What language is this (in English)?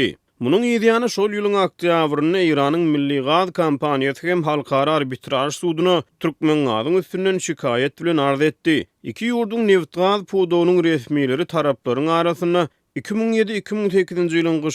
Turkmen